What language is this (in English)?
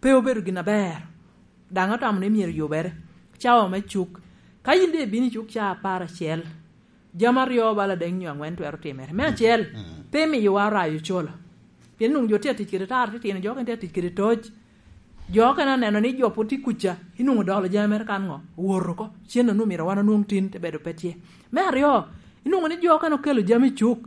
Lango (Uganda)